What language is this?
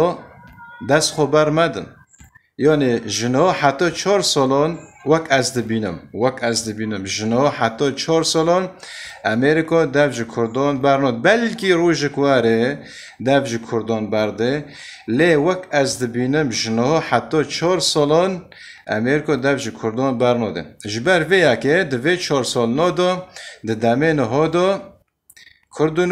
Kurdish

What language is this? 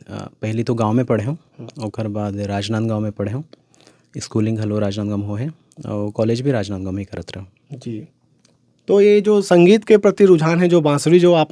Chhattisgarhi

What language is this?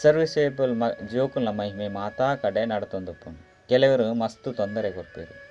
Tulu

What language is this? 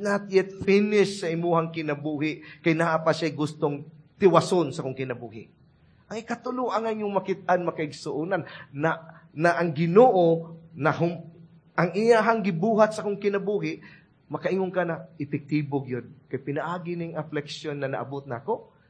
Cebuano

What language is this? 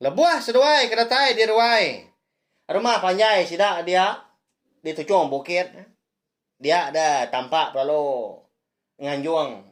Iban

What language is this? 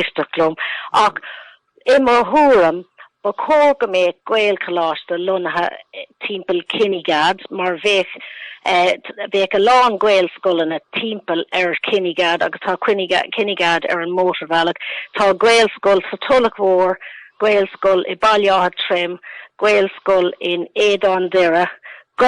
Irish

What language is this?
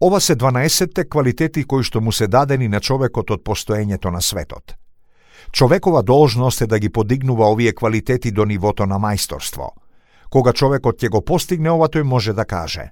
Macedonian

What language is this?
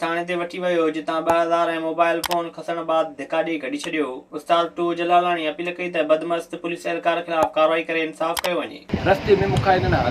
Sindhi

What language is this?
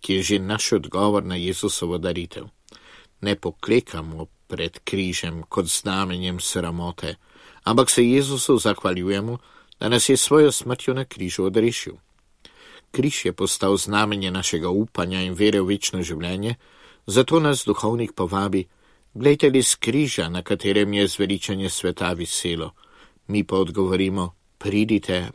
Slovenian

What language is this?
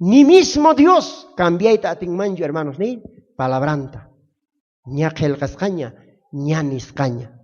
South Bolivian Quechua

